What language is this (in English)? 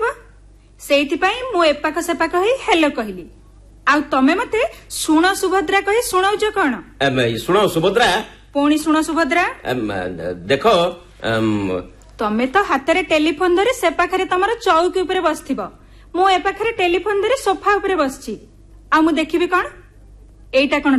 Odia